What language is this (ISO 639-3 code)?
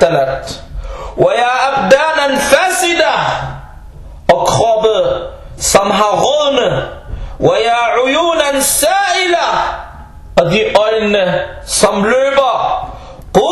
dan